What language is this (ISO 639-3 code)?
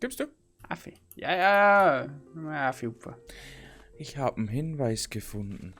bar